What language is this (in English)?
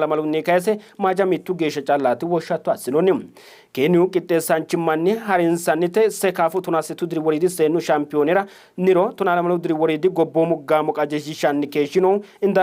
Sidamo